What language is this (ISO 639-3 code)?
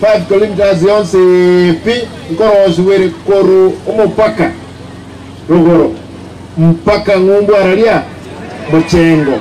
guz